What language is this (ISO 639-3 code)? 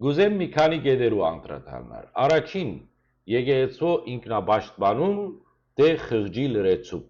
hyw